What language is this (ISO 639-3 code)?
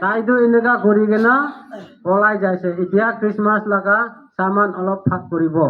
nag